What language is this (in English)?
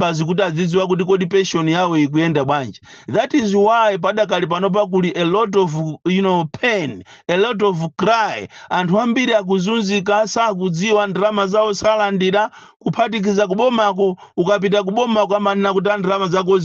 Nyanja